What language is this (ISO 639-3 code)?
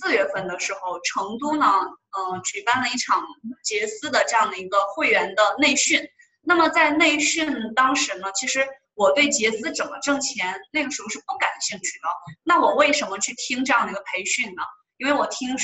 zho